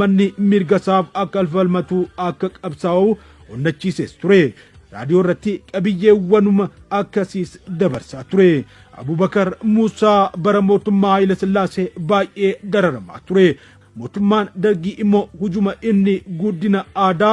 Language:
Oromo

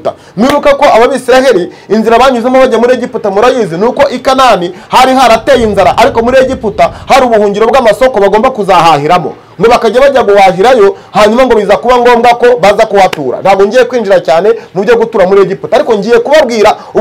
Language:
Kinyarwanda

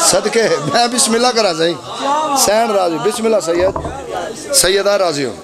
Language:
Pahari-Potwari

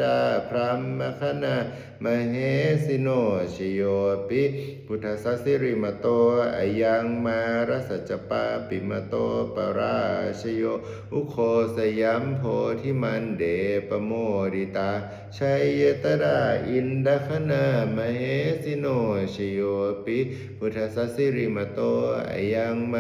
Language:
Pali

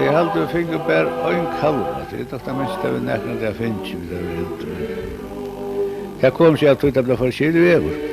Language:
Faroese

